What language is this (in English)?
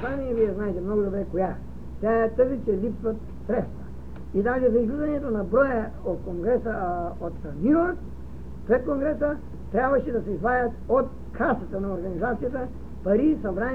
Bulgarian